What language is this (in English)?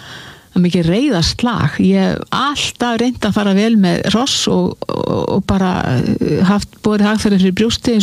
Icelandic